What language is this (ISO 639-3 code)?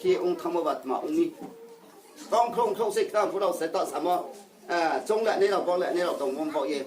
ria